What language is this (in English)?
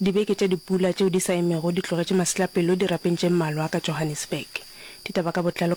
Northern Sotho